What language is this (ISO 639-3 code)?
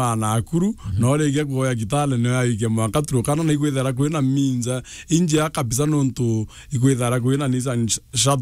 mer